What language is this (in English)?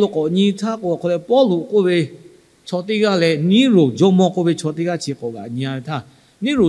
Lahu